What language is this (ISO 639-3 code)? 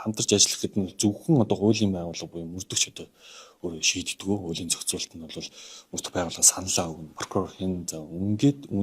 mon